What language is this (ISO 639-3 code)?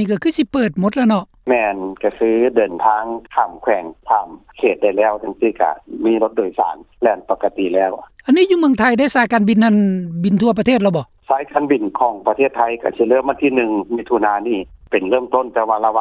lao